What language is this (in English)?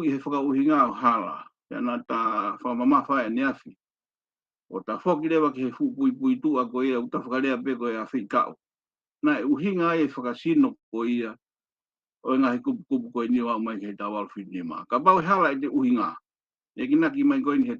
Tongan